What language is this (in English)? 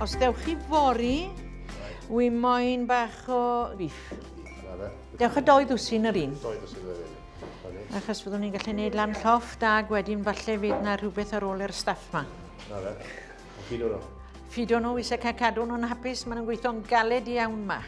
Welsh